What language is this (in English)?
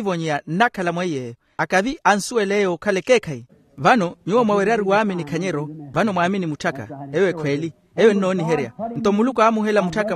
Makhuwa